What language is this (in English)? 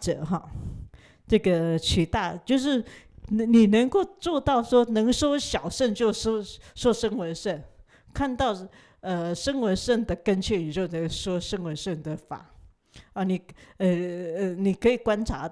Chinese